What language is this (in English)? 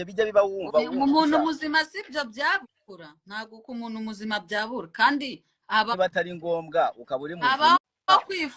Kinyarwanda